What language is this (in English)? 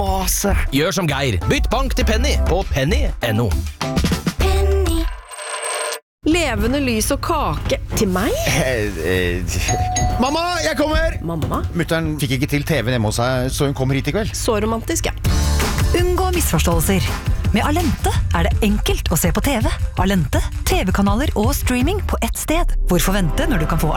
Norwegian